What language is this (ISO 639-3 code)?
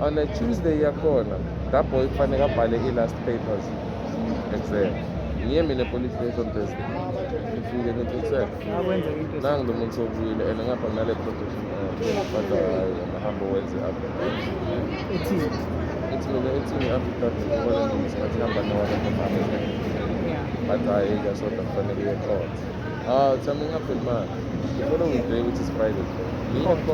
zul